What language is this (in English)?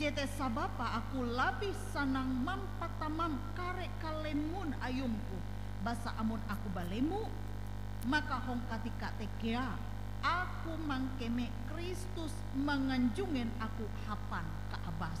Ngaju